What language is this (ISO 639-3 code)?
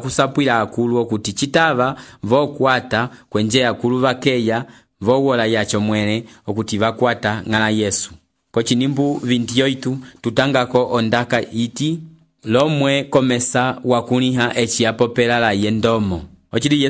umb